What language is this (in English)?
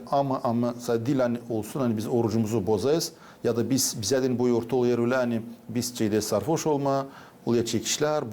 Gagauz